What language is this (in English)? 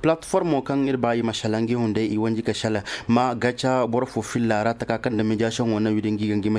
Zarma